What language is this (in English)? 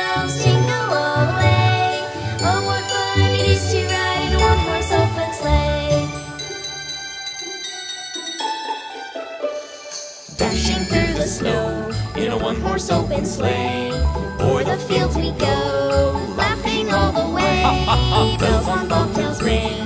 English